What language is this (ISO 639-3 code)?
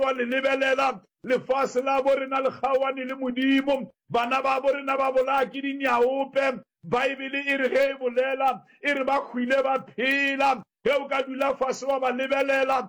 nso